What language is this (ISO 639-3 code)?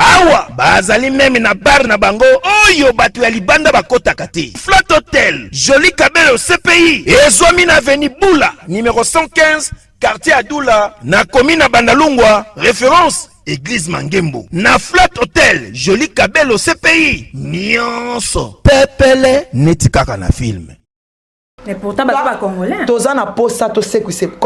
lin